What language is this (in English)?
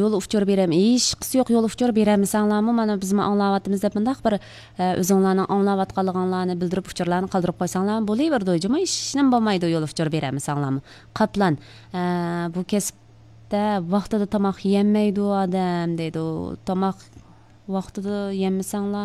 Uyghur